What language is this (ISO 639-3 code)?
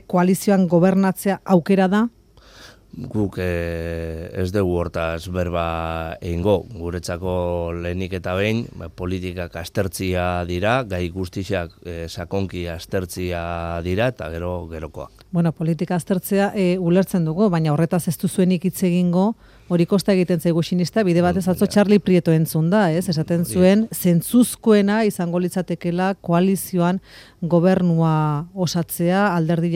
eus